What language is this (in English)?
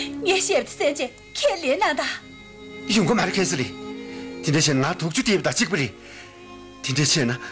Tibetan